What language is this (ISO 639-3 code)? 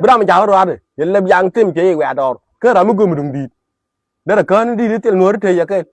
nus